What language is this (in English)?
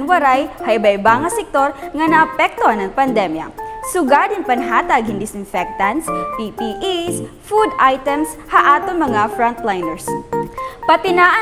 Waray